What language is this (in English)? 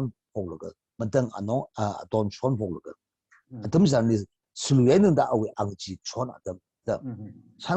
Tangkhul Naga (India)